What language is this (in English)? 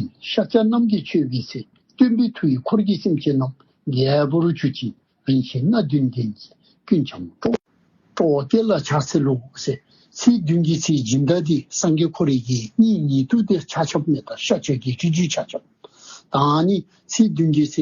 Dzongkha